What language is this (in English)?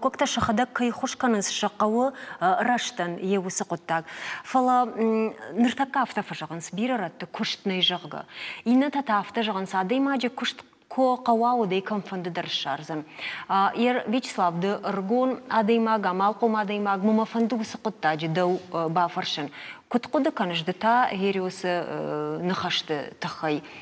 Ossetic